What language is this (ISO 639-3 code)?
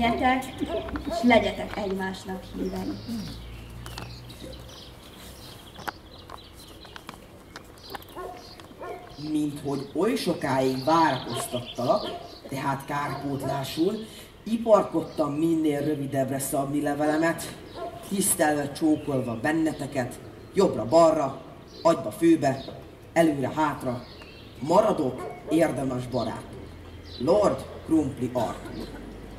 hun